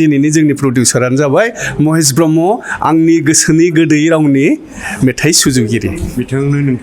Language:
Bodo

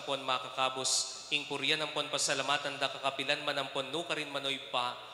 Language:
Pampanga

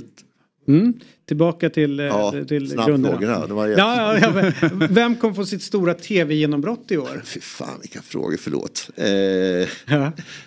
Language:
Swedish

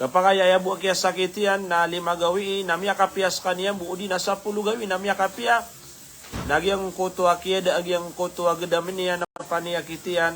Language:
Maranao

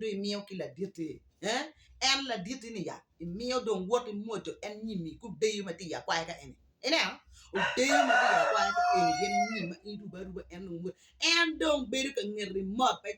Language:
Acoli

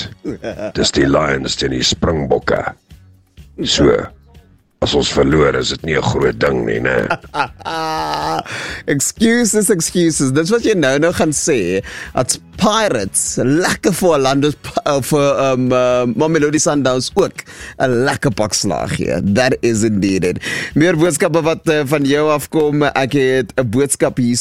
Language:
Afrikaans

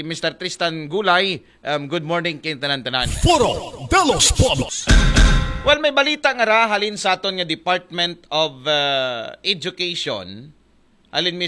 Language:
Aklanon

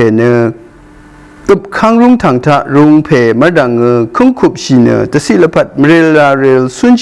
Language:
Rawang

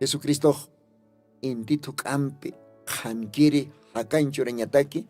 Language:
Aymara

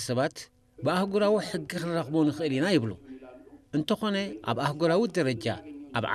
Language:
Tigrinya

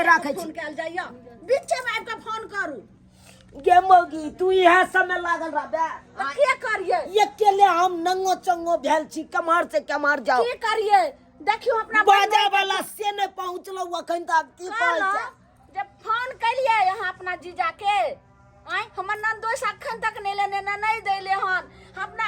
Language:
Maithili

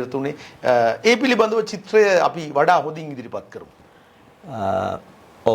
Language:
Sinhala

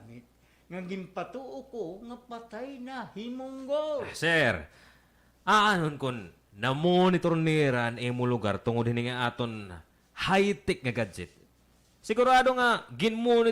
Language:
Waray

